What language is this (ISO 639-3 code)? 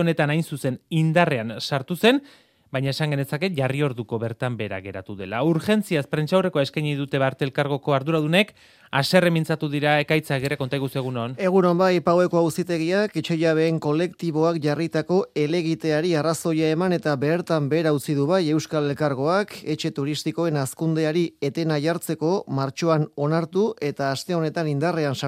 eus